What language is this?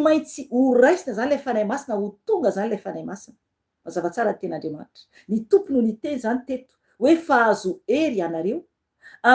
Malagasy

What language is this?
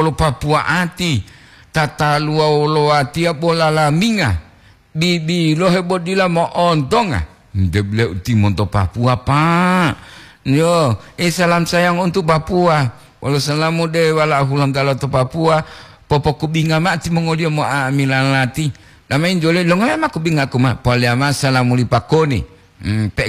Gorontalo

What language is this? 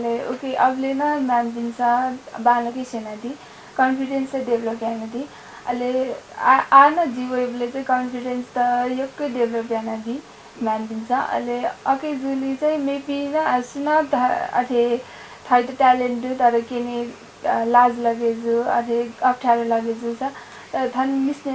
Newari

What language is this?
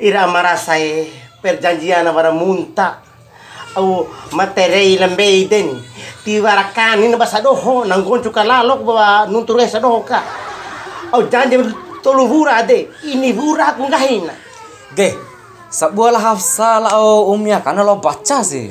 Bima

